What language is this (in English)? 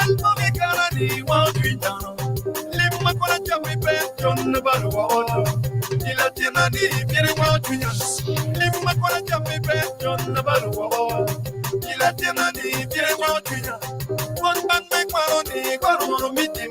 Acoli